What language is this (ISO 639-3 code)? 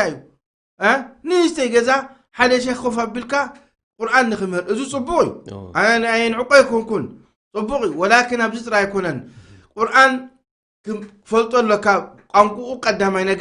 tir